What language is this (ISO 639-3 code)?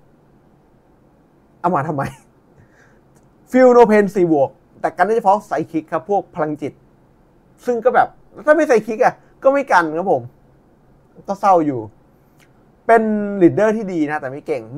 tha